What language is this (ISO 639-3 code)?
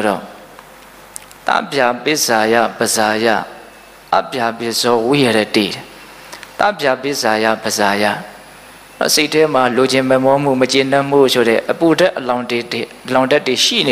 mya